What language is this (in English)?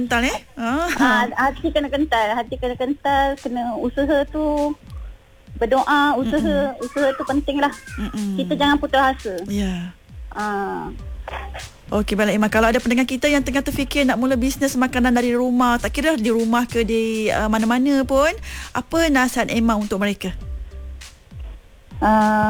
Malay